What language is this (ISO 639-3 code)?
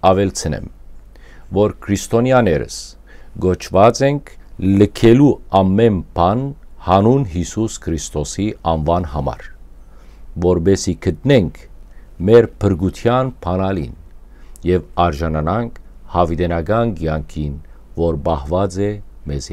hyw